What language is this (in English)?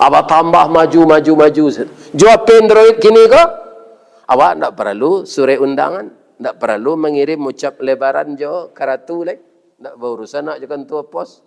Minangkabau